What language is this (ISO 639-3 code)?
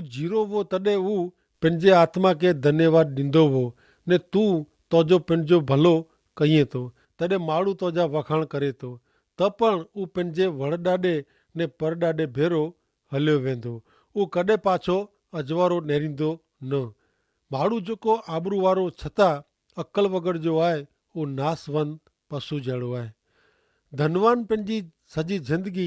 kfr